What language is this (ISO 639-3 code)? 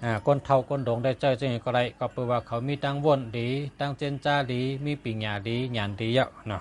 shn